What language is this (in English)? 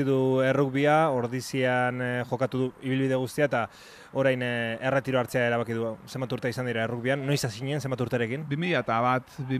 Basque